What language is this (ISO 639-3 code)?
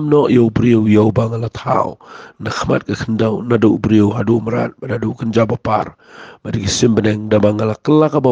kha